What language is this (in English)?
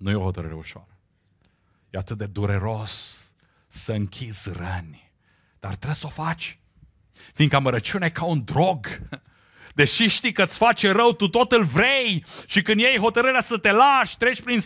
Romanian